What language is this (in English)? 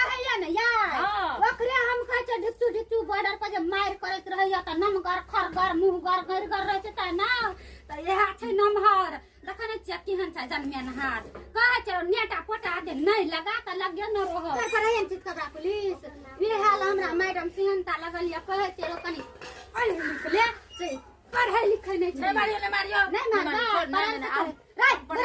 Maithili